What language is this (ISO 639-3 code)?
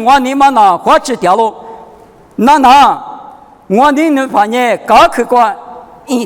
lis